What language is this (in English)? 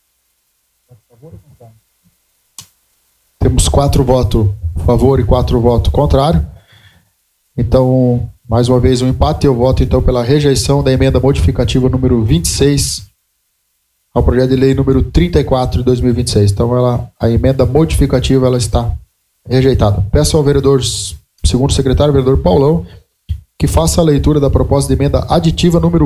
Portuguese